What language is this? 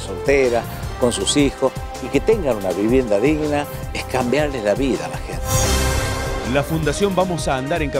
Spanish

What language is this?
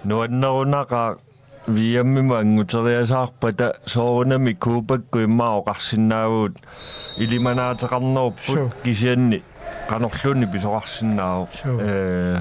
Kalaallisut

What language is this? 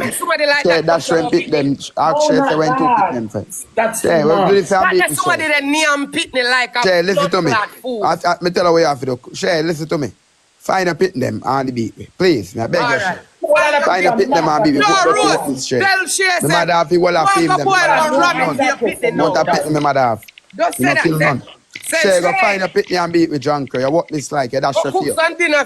Jamaican Creole English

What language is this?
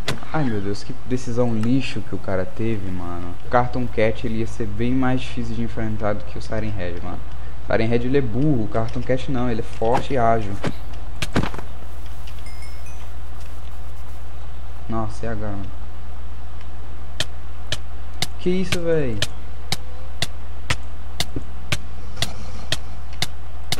Portuguese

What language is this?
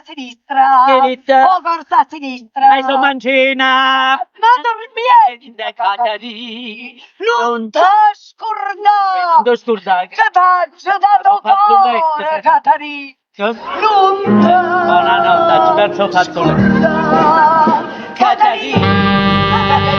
Neapolitan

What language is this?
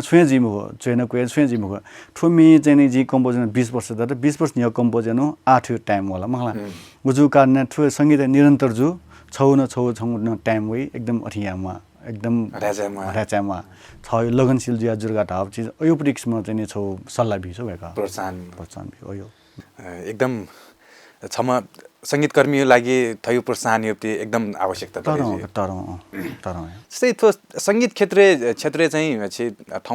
Newari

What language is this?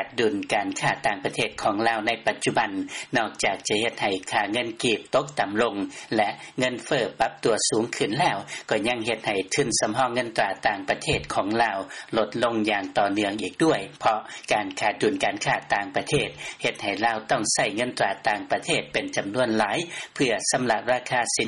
Lao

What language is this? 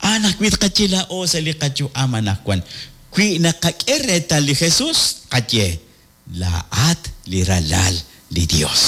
Kekchí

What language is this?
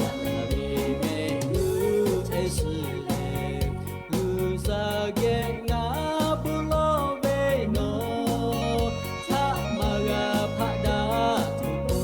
Lahu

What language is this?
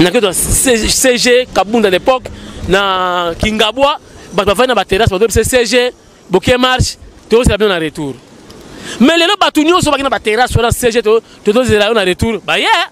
Lingala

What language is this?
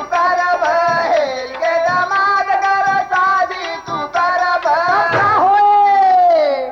Bhojpuri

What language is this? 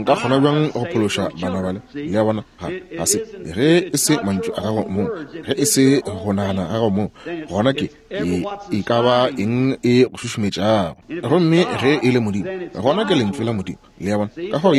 Northern Sotho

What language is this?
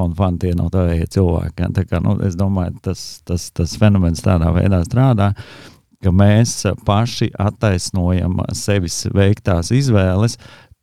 Latvian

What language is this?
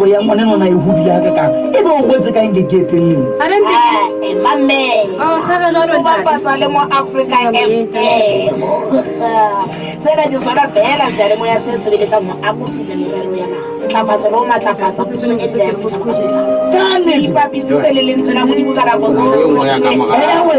Southern Sotho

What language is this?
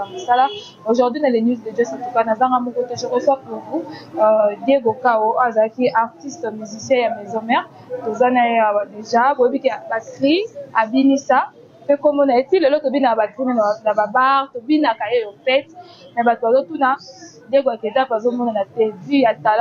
Lingala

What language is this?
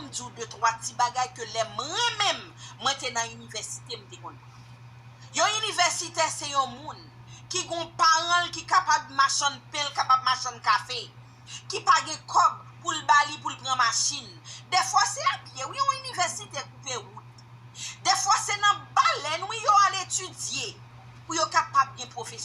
Haitian Creole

